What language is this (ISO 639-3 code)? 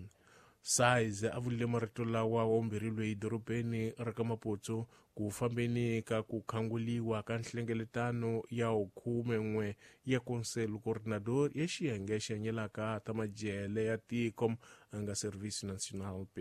tso